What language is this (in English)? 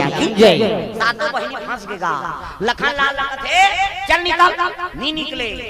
Chhattisgarhi